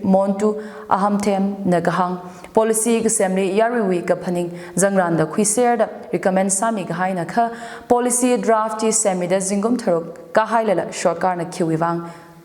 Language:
Tangkhul Naga (India)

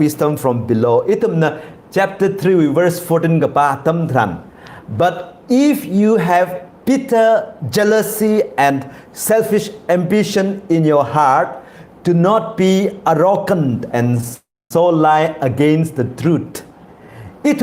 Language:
Tangkhul Naga (India)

